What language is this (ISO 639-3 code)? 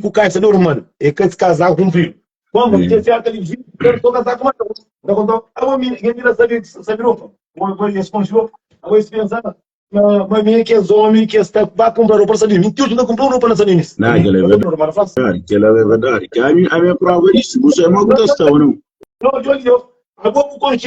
kea